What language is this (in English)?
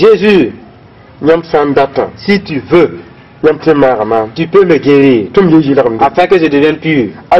Mossi